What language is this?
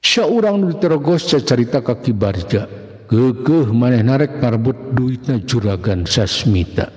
Sundanese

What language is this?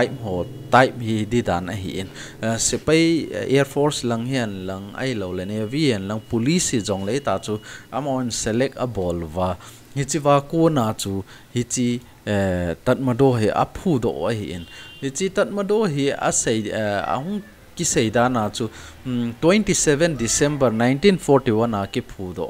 Thado Chin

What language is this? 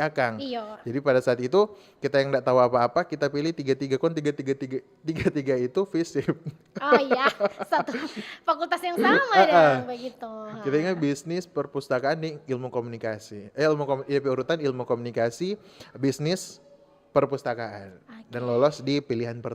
Manado Malay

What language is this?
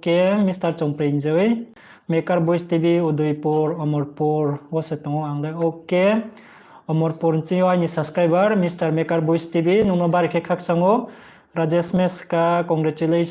Riang (India)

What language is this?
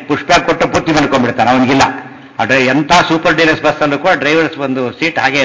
Kannada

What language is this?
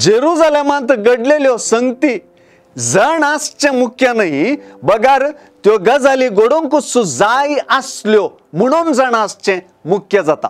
Konkani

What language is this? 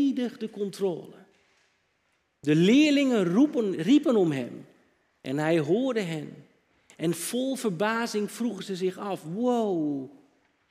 Dutch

